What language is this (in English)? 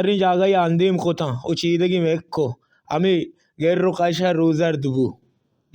Baluchi